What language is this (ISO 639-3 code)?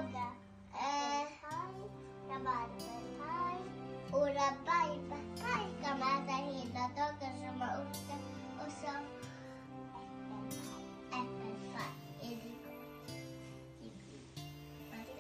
swe